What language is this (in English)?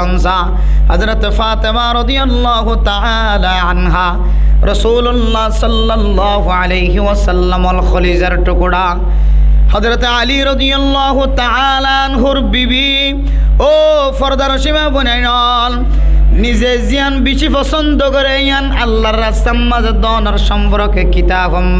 Rohingya